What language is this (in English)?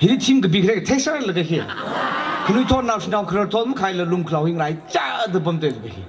Tangkhul Naga (India)